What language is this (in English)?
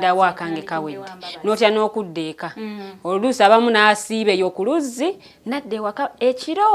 Ganda